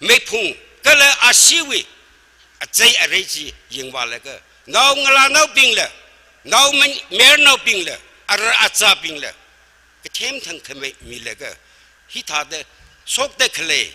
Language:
Tangkhul Naga (India)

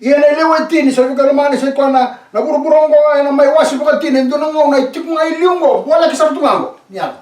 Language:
Fijian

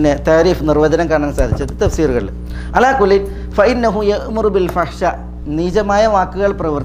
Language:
Malayalam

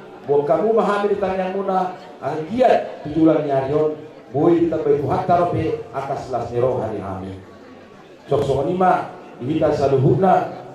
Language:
Batak Toba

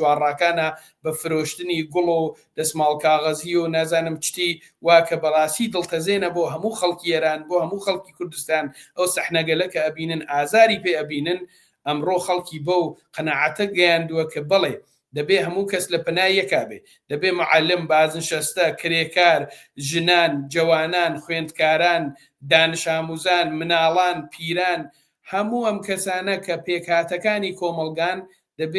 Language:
Central Kurdish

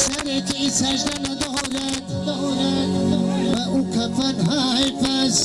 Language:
Tajik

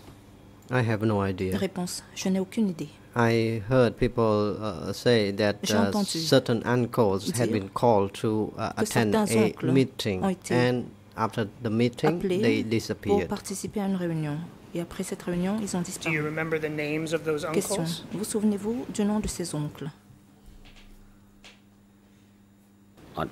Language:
French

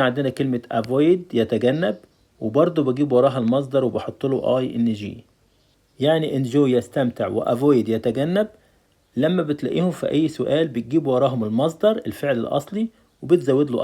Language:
Egyptian Arabic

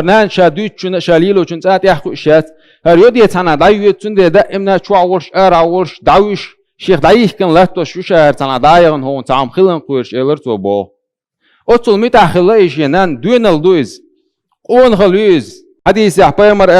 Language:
Chechen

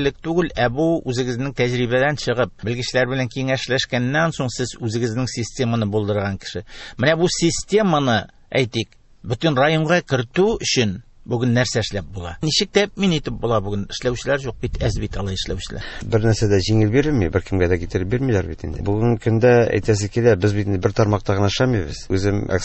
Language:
Tatar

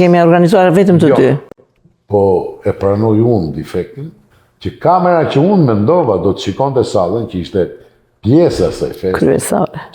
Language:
Albanian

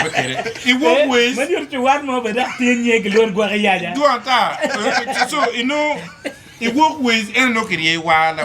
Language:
Acoli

